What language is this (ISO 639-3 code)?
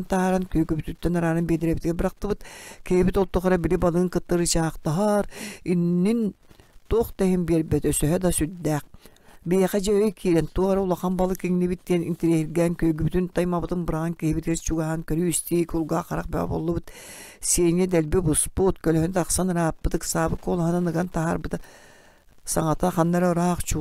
sah